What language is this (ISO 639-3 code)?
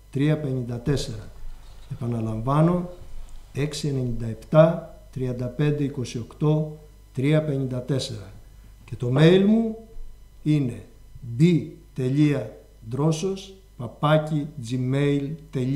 ell